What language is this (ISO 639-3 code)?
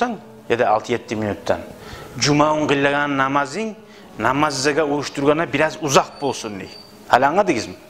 kum